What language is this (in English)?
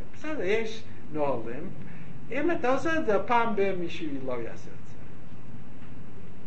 Hebrew